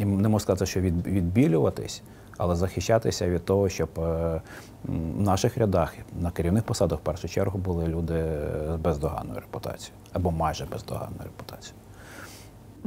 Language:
Ukrainian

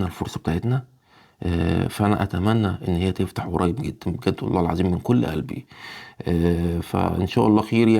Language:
Egyptian Arabic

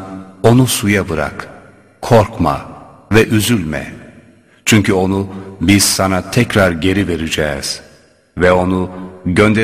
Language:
Turkish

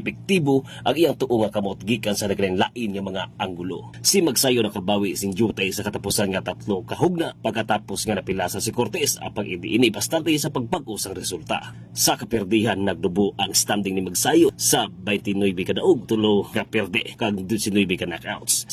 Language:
Hiligaynon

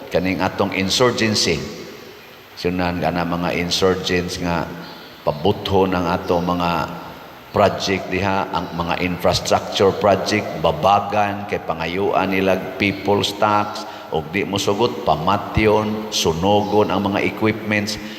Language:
Cebuano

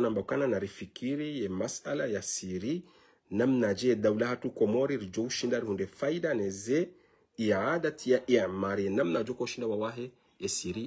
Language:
Ngazidja Comorian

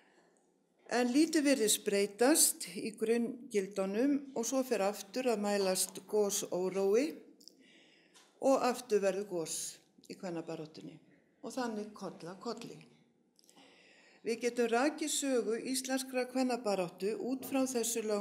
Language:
Icelandic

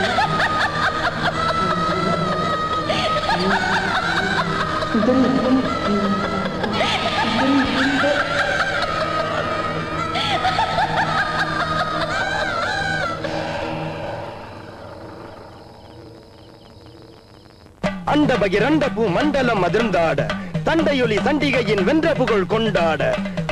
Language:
Tamil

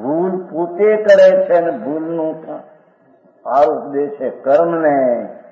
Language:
Gujarati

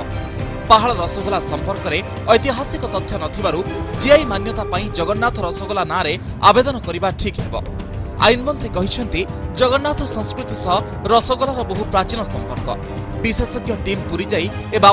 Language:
Odia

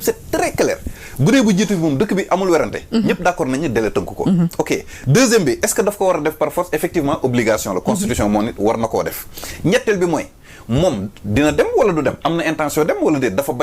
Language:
Wolof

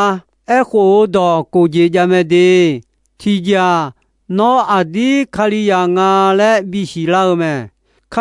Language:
Akha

